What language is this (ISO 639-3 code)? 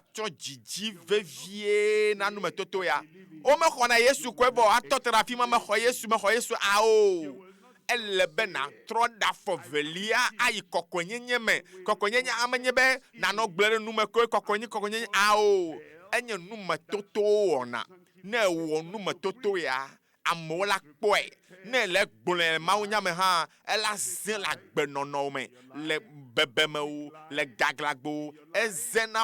ewe